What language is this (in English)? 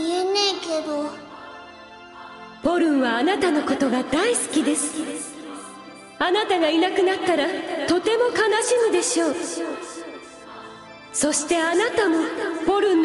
Japanese